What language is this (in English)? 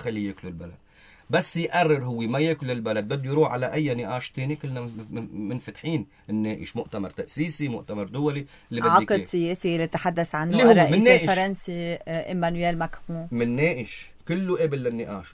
North Levantine Arabic